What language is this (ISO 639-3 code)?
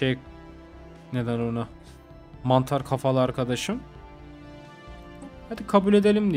tur